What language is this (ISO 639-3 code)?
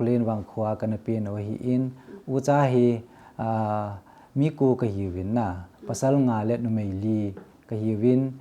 tcz